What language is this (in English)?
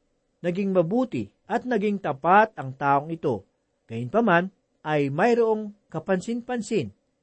Filipino